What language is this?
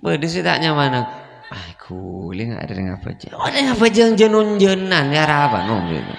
Madurese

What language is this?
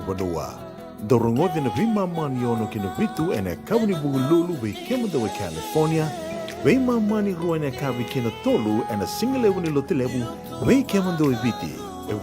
Fijian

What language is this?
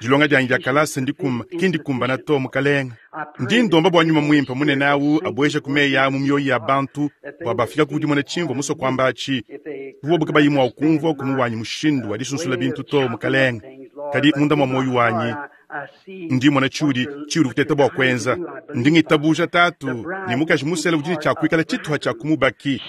Luba-Lulua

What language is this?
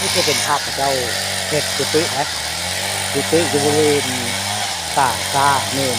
Northeastern Thai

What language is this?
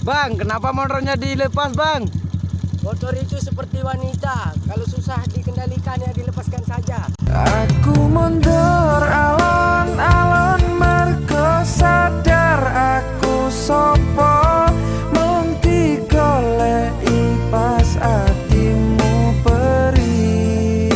Sasak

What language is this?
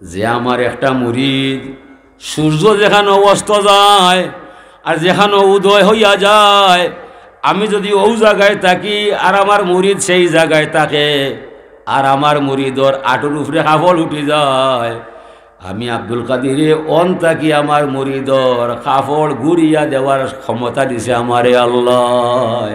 Sylheti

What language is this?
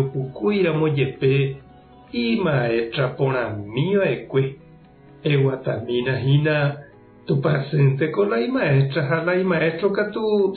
Guarani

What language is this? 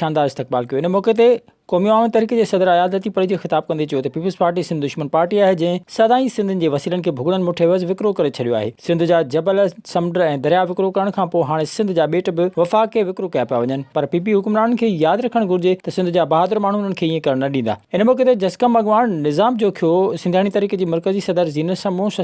Sindhi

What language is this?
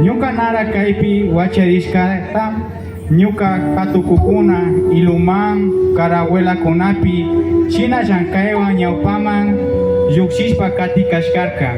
Imbabura Highland Quichua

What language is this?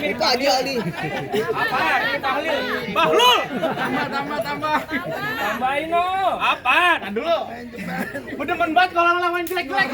Betawi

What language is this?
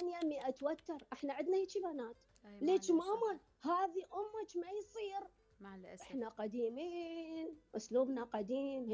Mesopotamian Arabic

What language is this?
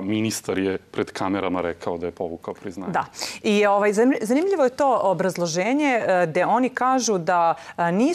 Serbian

